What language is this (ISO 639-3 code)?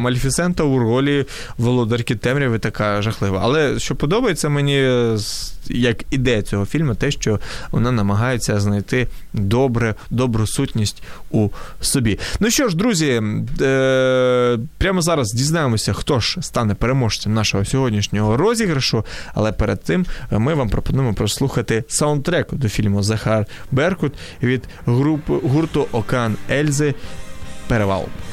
ukr